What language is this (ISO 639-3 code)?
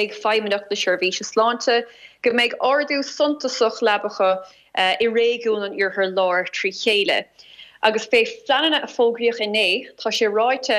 gle